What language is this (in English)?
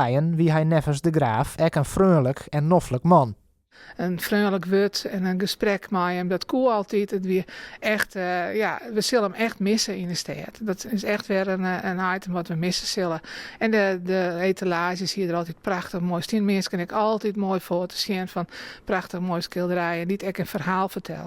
Western Frisian